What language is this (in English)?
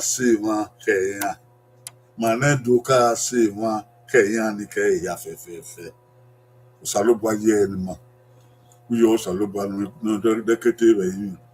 Bini